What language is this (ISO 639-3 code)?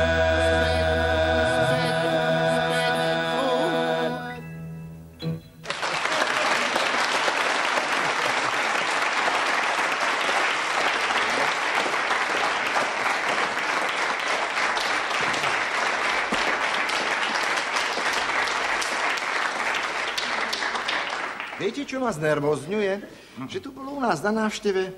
slk